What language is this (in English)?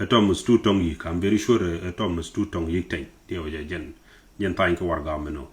Nuer